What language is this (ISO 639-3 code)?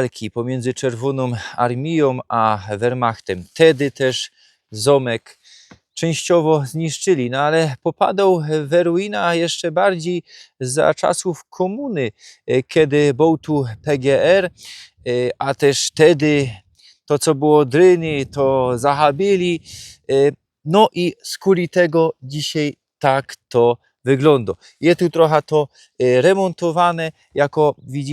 szl